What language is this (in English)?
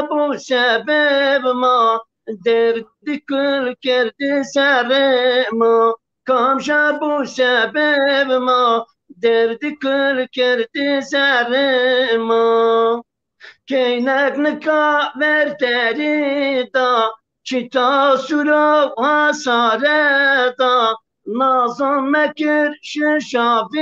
Zaza